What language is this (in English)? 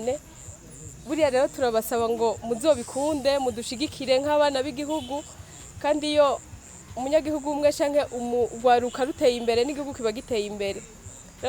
Rundi